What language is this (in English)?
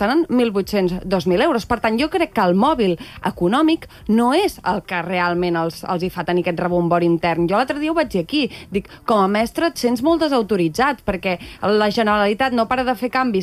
Catalan